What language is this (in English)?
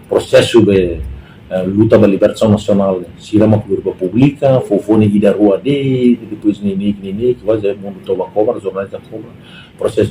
Tetum